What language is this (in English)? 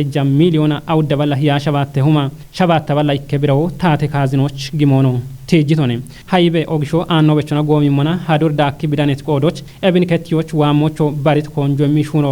Kafa